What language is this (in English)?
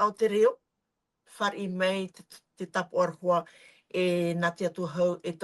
Tahitian